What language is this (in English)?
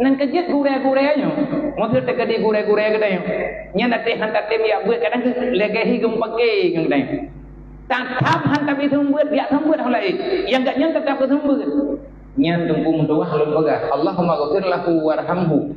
Achinese